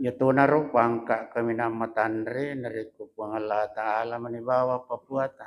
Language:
Buginese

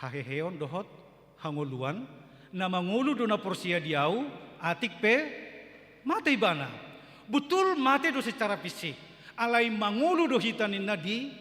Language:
Batak Toba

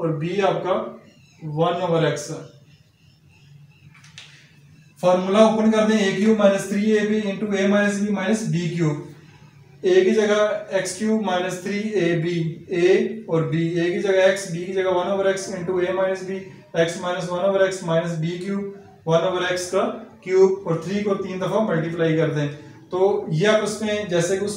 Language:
Hindi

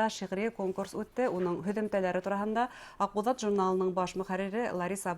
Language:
Bashkir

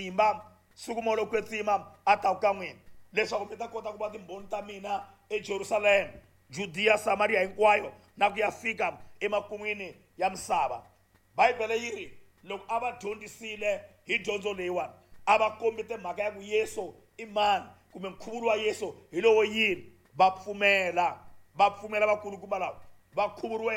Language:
Tsonga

